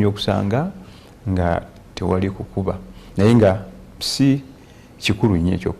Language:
Ganda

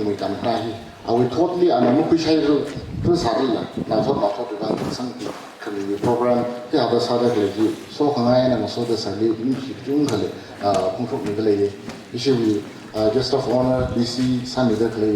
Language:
Tangkhul Naga (India)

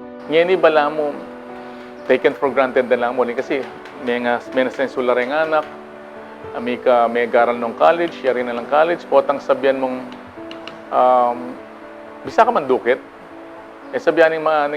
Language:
Pampanga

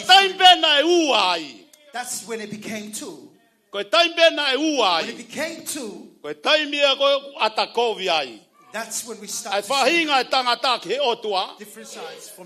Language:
Tongan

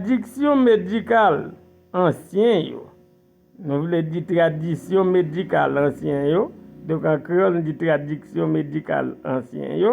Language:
Haitian Creole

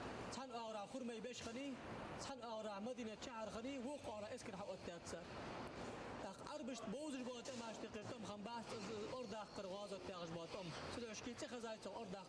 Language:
Ingush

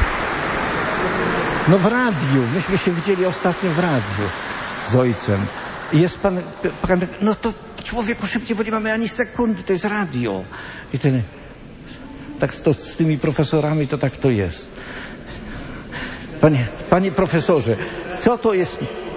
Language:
Polish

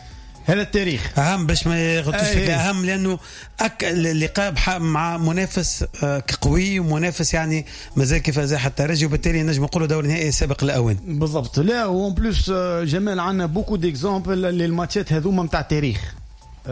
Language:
Tunisian Arabic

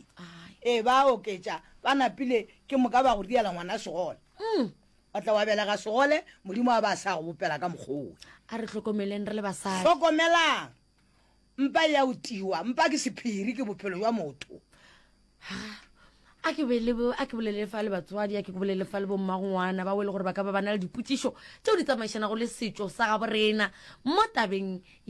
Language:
Northern Sotho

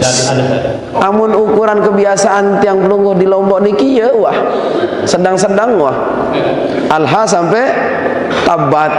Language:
Sasak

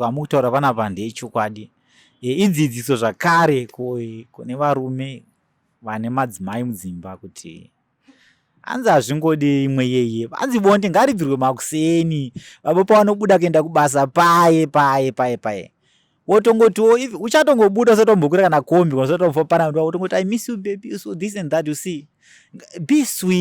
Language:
Shona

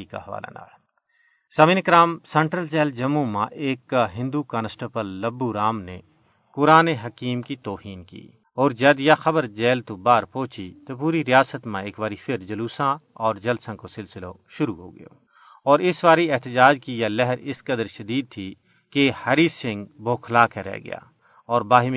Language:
Gujari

